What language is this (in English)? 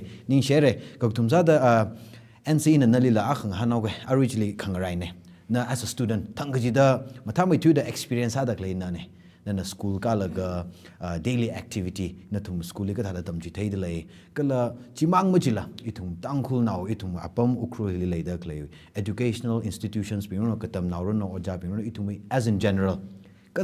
Tangkhul Naga (India)